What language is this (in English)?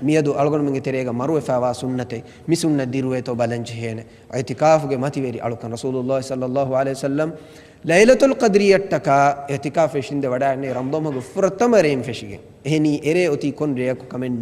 Divehi